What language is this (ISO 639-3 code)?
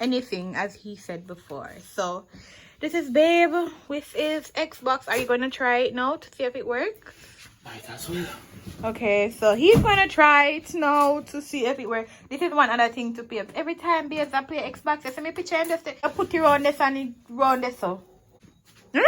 jam